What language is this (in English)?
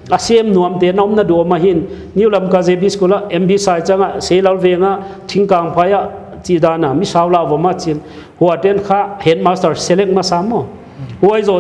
Paite Chin